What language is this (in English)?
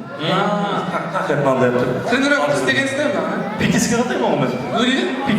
Kara-Kalpak